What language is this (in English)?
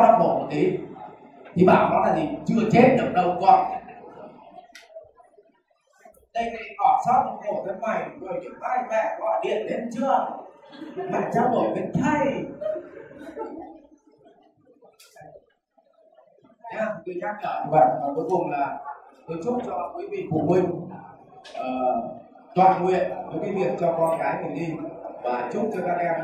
Vietnamese